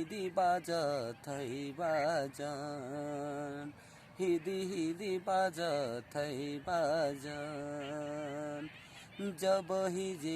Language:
Sadri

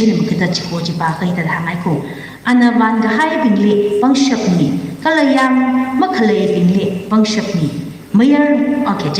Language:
Tangkhul Naga (India)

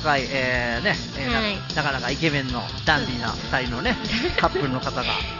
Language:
Japanese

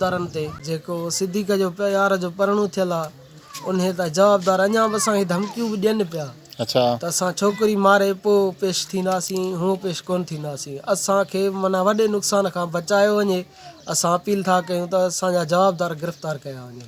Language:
Sindhi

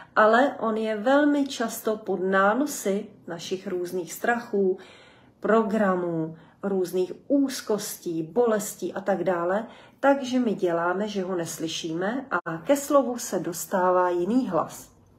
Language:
Czech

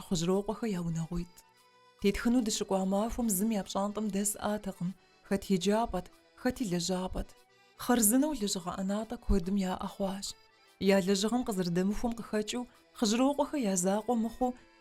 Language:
Kabardian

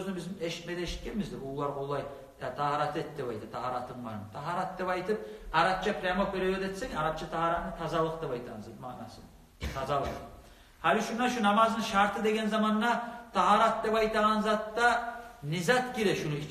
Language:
Kumyk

